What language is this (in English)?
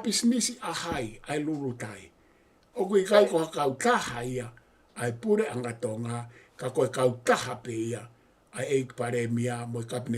Tongan